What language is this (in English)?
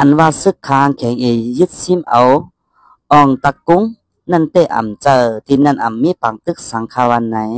Shan